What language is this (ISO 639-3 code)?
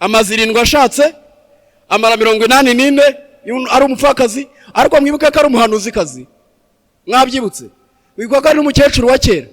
kin